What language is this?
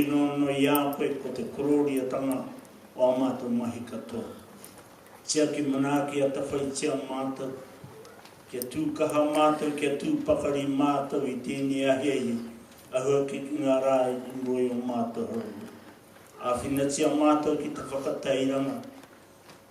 Māori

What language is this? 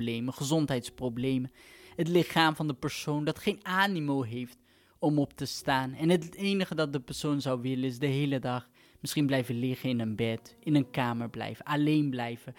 Dutch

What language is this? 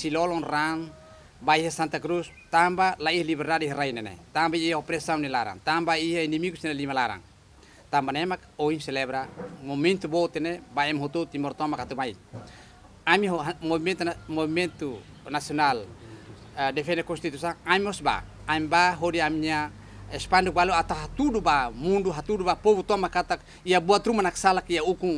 Tetum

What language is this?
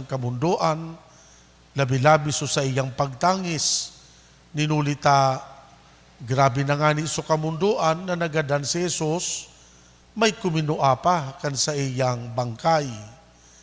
Bikol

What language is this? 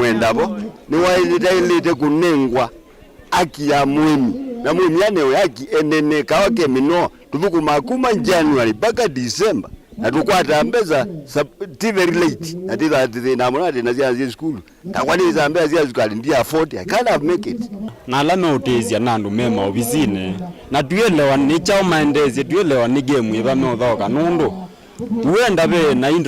Kamba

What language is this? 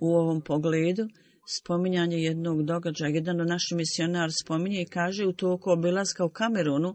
Bosnian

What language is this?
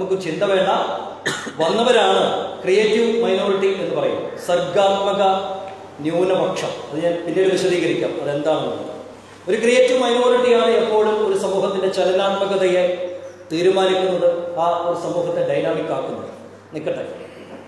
Malayalam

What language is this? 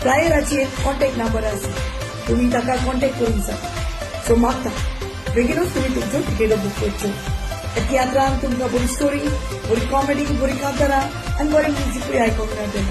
Konkani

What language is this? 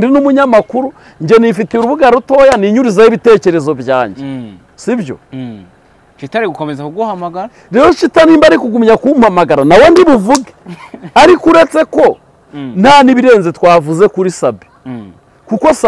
Kinyarwanda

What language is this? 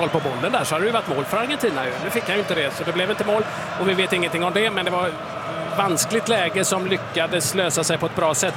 Swedish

